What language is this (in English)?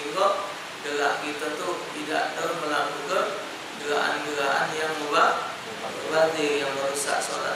Musi